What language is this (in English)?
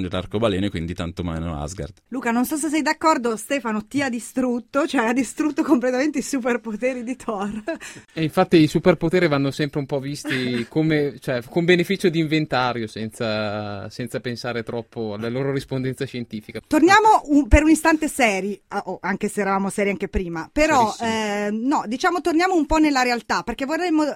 Italian